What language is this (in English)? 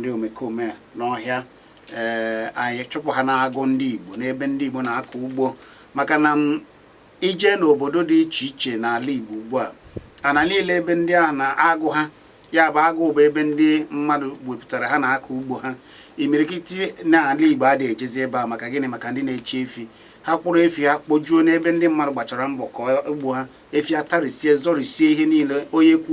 Igbo